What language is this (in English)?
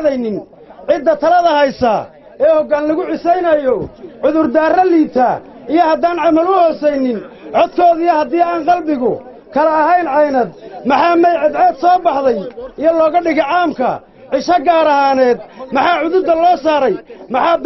Somali